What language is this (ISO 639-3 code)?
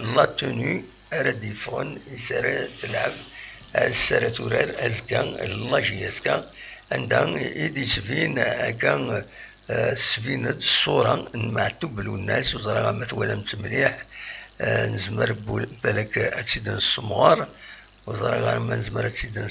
kab